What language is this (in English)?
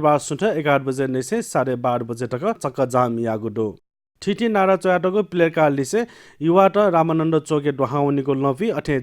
Newari